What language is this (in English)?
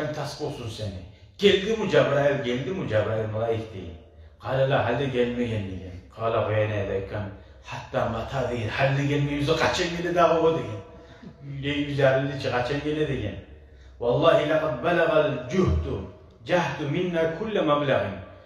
Kumyk